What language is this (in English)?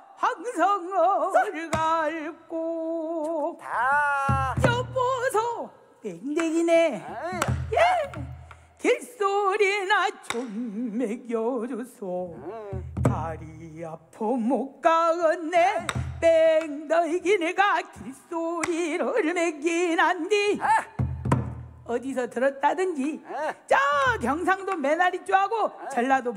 Korean